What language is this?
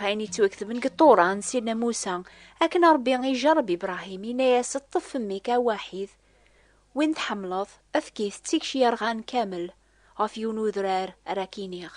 Kabyle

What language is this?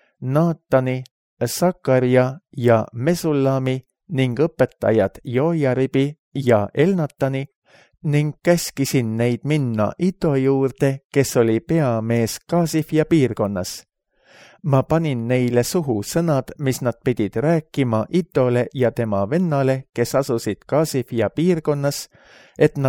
Estonian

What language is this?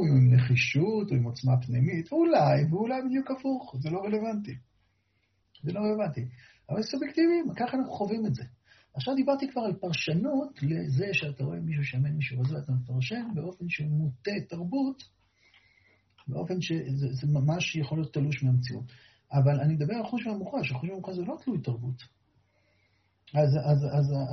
Hebrew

